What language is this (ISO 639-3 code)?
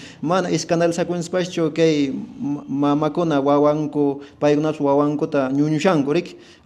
que